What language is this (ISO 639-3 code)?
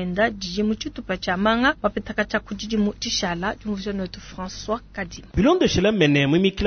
lua